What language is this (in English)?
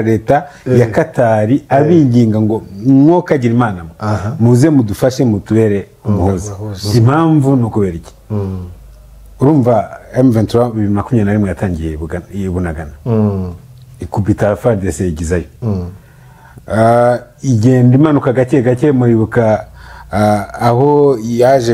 Kinyarwanda